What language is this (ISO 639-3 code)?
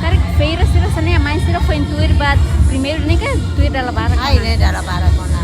tet